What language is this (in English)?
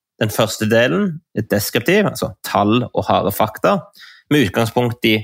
Norwegian